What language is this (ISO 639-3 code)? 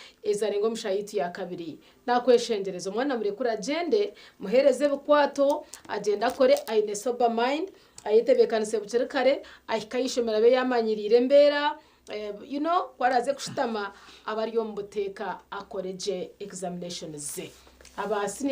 nyn